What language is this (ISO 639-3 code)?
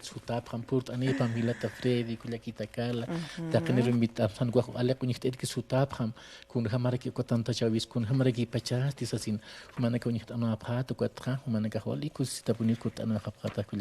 aym